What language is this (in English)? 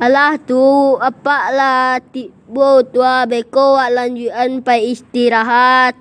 Minangkabau